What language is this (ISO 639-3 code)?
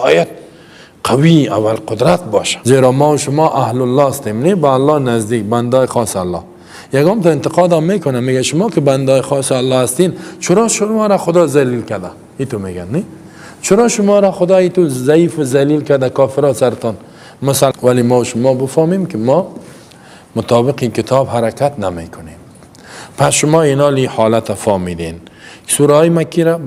fas